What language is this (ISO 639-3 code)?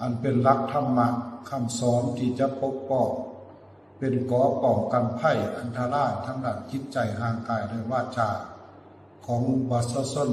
lao